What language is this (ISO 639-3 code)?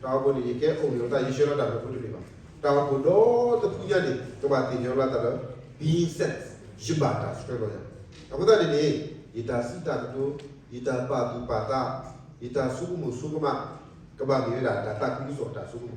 ksw